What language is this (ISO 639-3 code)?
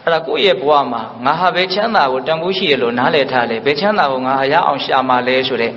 mya